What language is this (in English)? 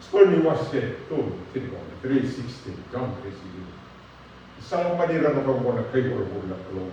Fijian